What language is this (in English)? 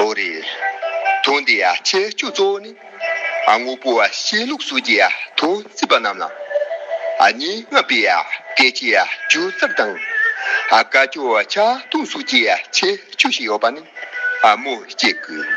Tibetan